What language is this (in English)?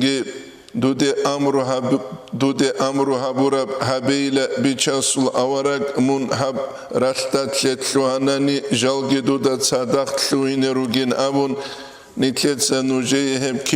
Avaric